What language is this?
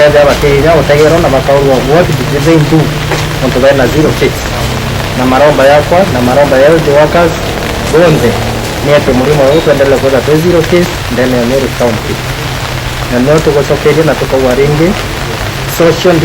Meru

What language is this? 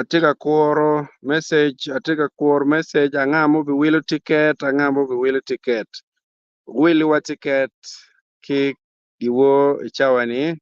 Acoli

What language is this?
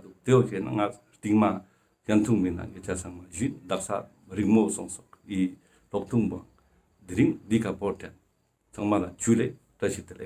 Ladakhi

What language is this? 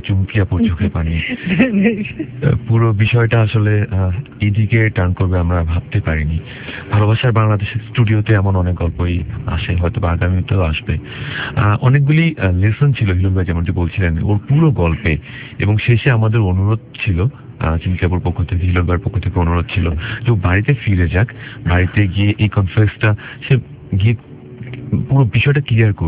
Bangla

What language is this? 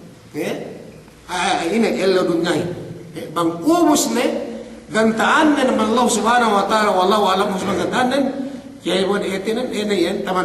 Yakan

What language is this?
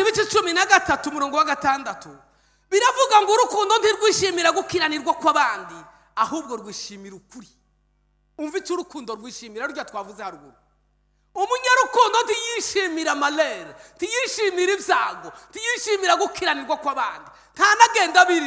Kinyarwanda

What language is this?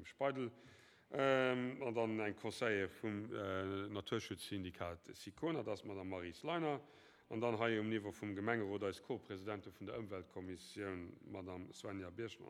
Luxembourgish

